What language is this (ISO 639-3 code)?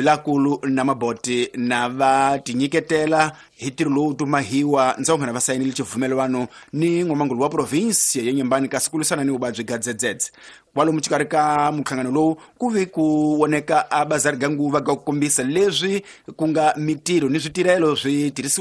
tso